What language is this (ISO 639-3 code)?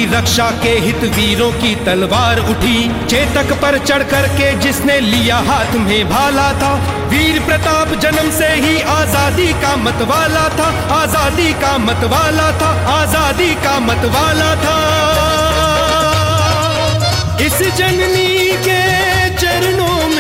hin